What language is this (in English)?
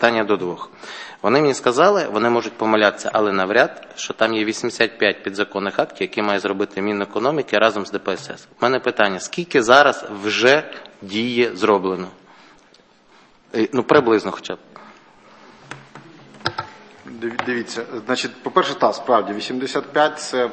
Ukrainian